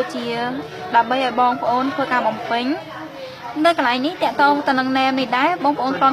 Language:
Khmer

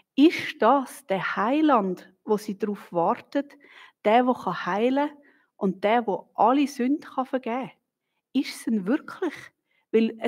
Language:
Swiss German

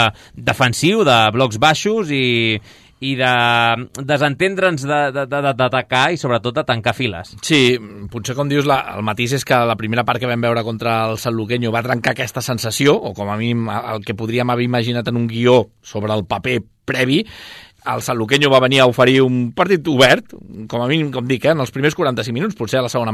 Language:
Catalan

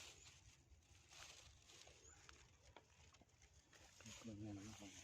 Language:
Lao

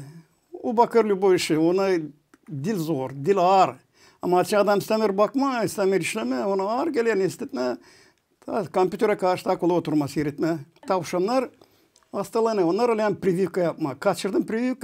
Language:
Gagauz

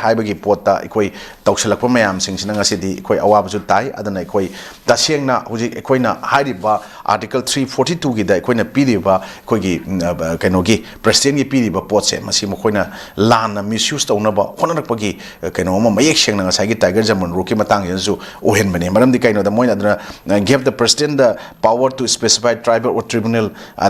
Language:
Manipuri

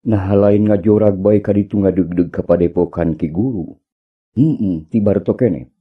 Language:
Sundanese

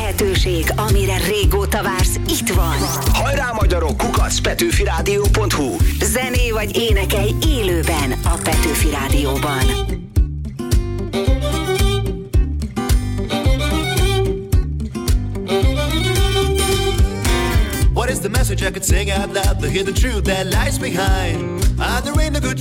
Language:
Hungarian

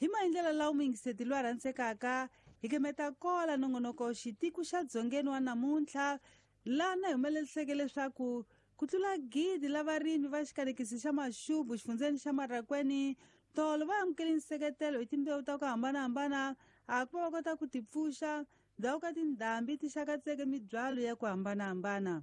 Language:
Tsonga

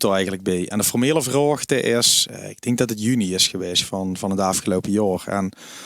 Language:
Limburgish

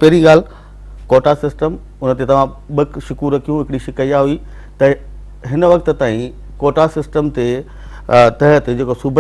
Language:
Sindhi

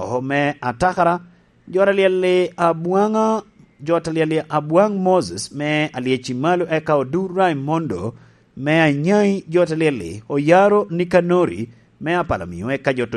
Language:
Lango (Uganda)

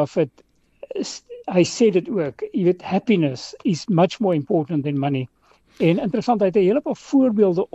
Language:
Afrikaans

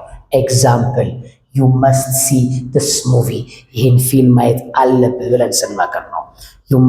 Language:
Amharic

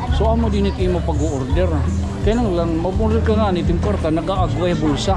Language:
Waray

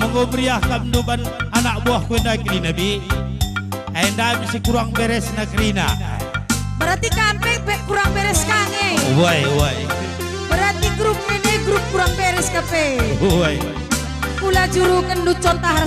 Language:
Batak Karo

